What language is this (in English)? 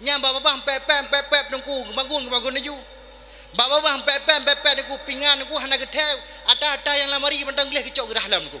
Achinese